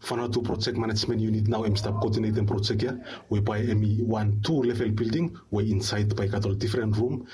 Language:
Bislama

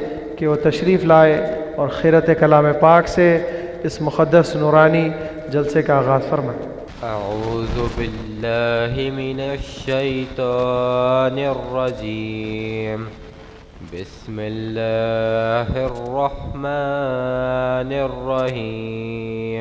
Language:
Urdu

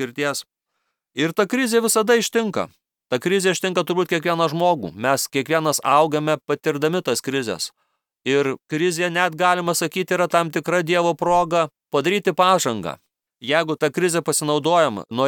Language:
Lithuanian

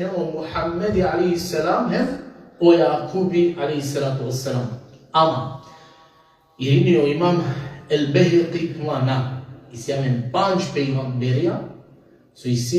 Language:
Balkan Romani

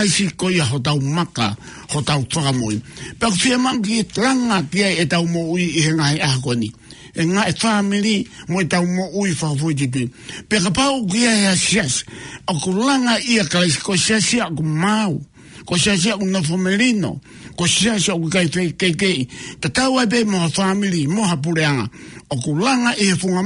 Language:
Tongan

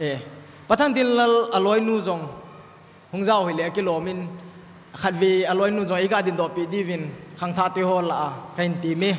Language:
Thado Chin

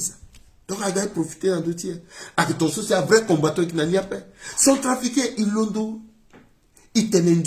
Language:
Sango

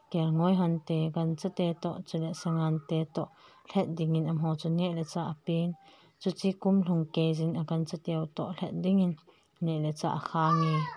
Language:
Thado Chin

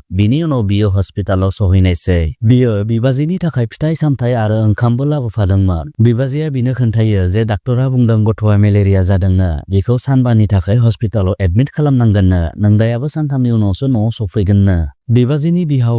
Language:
Bodo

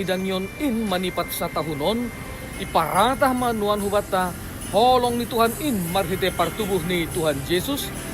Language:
Batak Simalungun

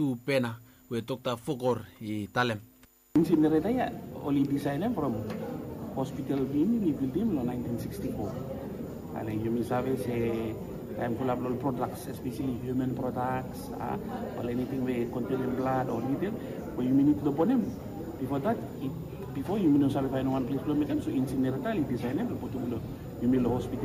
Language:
Bislama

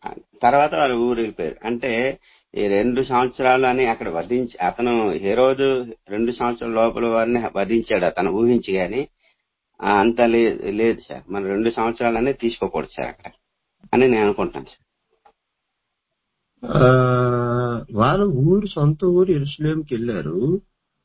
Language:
Telugu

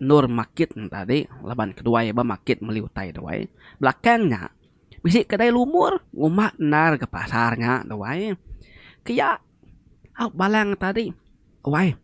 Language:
Iban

